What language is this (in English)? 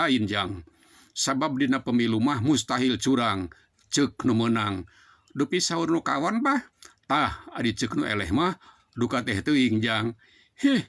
Sundanese